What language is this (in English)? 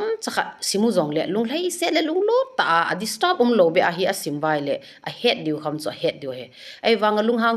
Thado Chin